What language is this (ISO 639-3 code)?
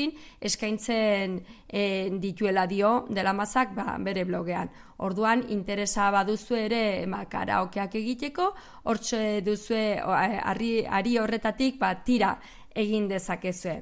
eus